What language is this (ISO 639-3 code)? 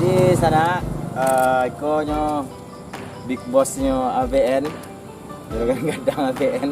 min